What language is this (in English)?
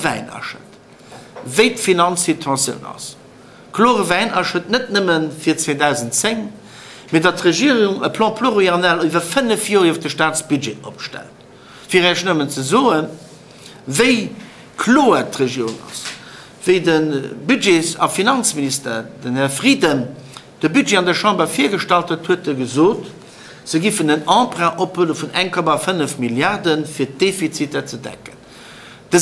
Luxembourgish